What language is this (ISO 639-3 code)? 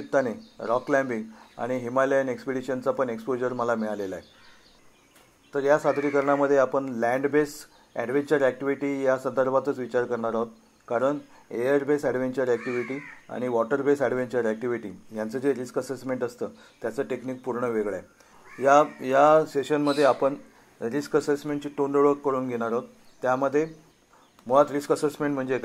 mar